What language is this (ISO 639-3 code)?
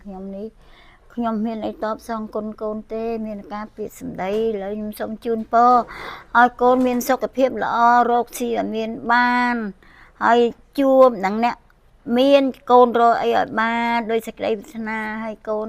khm